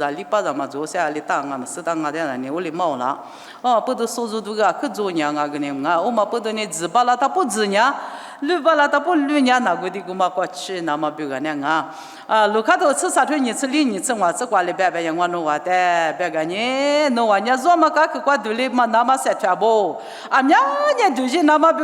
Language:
Lisu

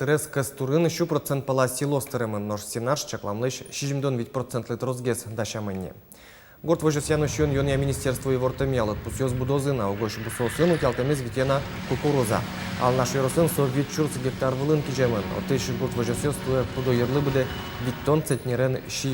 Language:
Udmurt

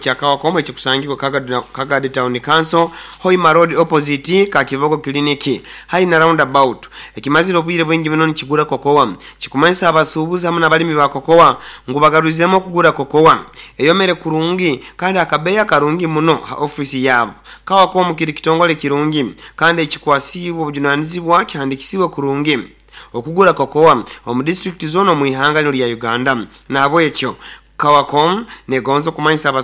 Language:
Nyoro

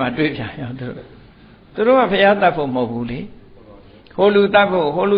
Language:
Burmese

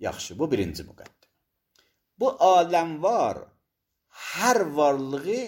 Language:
Azerbaijani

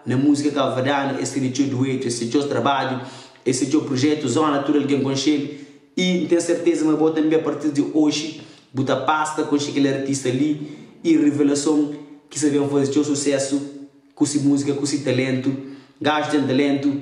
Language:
Kabuverdianu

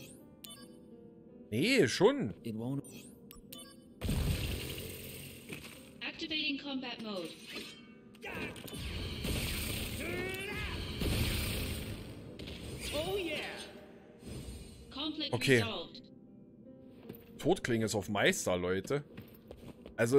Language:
German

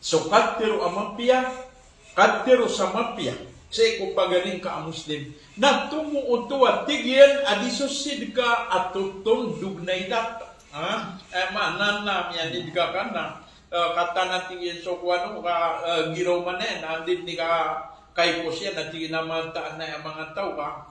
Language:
Maranao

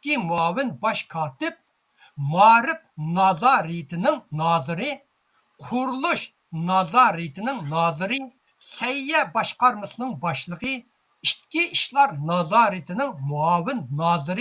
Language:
Uyghur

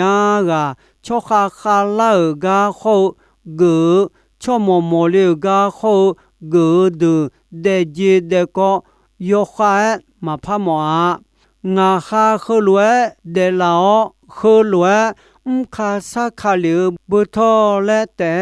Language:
Akha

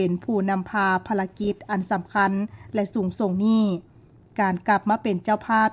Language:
Lao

